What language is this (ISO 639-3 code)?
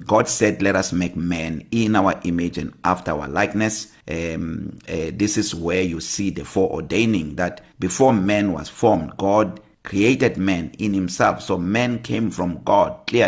eng